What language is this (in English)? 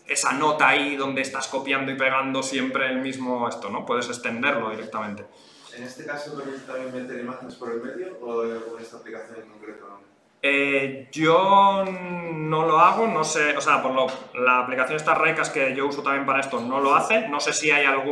Spanish